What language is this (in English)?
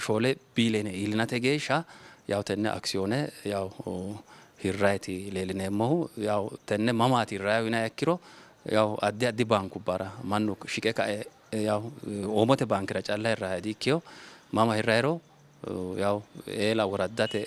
Sidamo